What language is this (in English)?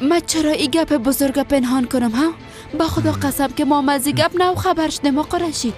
Persian